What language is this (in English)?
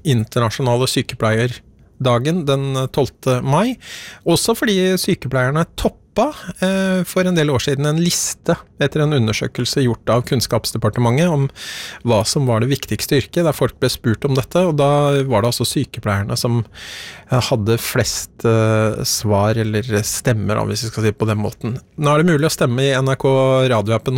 Norwegian